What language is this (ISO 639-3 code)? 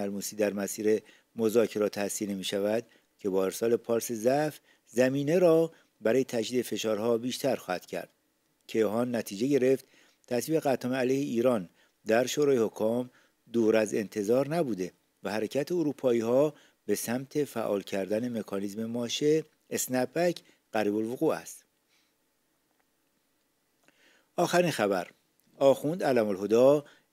fas